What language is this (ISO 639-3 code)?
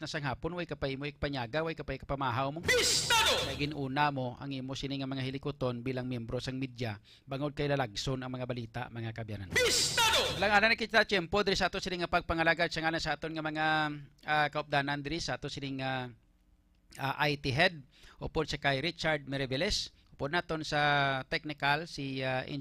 hil